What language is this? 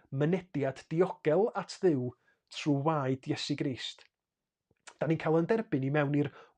Welsh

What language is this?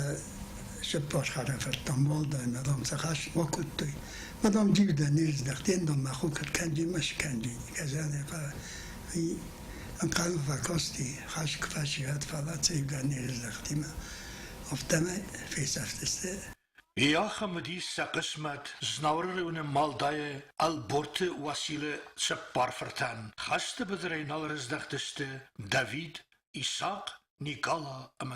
Ossetic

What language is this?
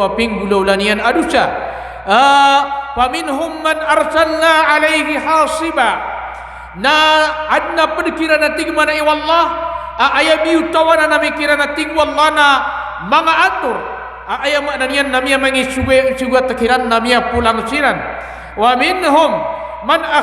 Maranao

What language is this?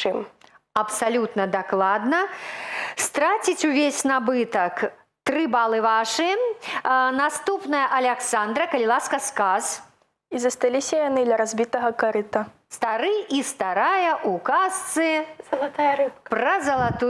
Belarusian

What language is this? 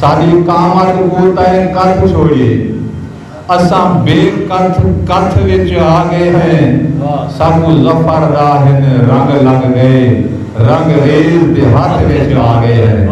Saraiki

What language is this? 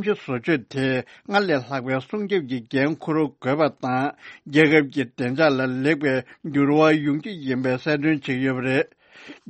Tibetan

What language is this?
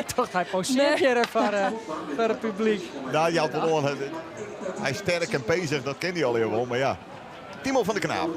Western Frisian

